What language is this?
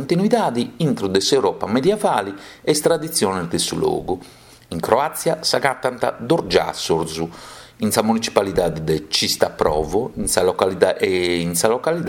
Sardinian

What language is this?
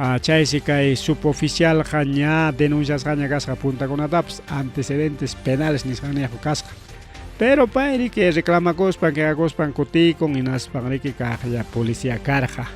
Ayacucho Quechua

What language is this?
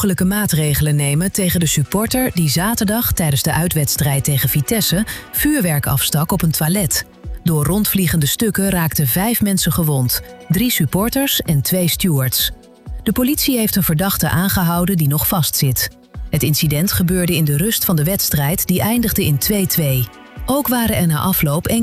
Dutch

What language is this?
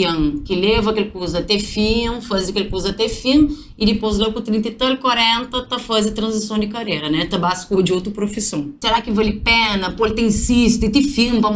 Kabuverdianu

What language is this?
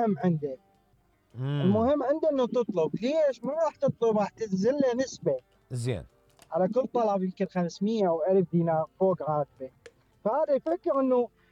Mesopotamian Arabic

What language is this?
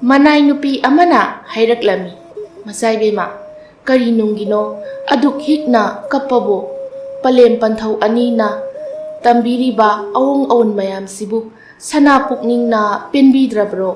Manipuri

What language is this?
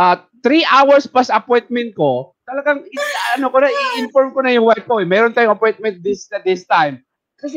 Filipino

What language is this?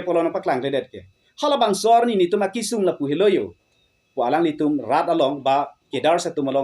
Karbi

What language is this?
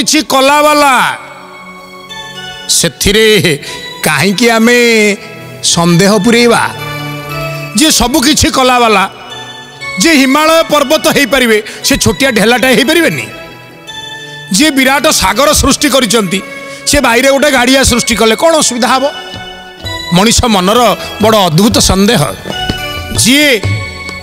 Odia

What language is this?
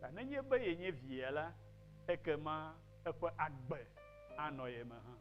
Ewe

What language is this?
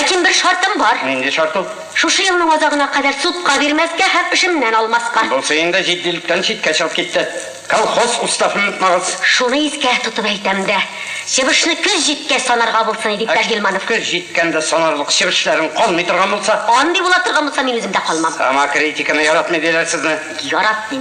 Tatar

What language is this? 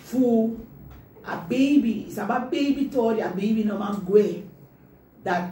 Sranan Tongo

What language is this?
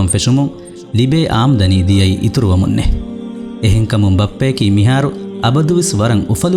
Divehi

